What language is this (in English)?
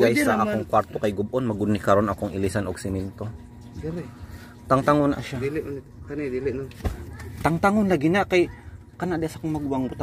Cebuano